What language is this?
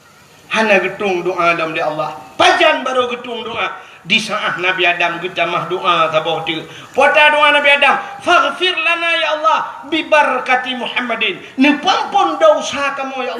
Achinese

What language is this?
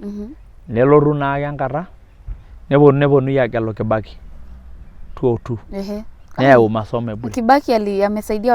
Masai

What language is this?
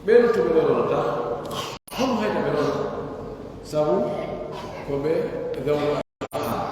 Pular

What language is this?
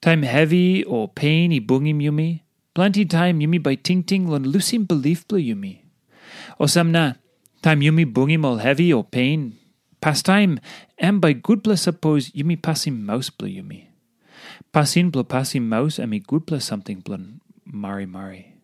Tok Pisin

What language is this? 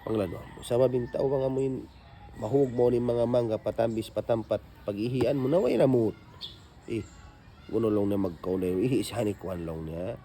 Tausug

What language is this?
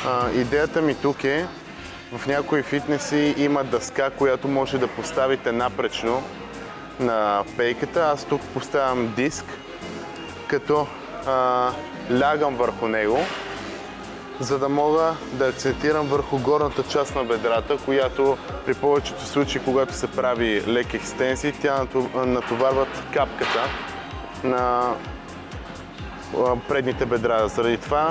Bulgarian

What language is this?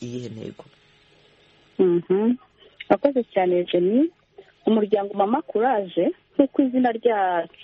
Kinyarwanda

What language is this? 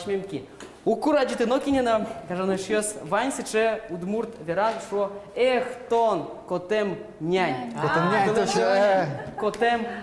Udmurt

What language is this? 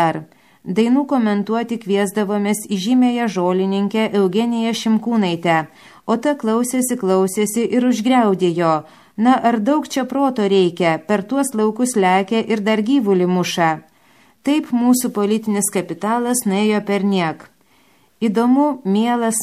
Lithuanian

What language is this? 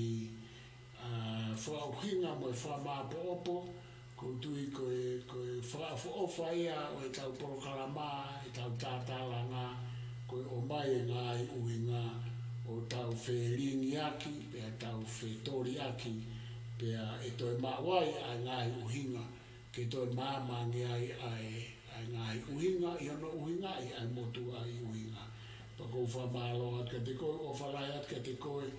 Tongan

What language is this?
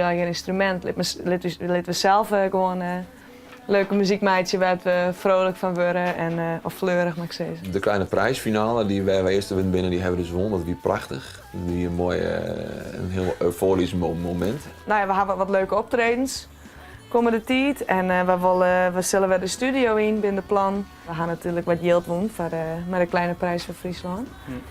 Western Frisian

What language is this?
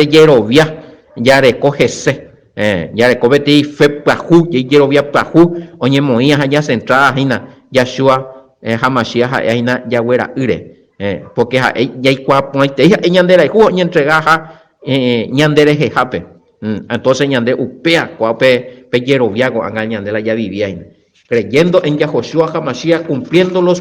Guarani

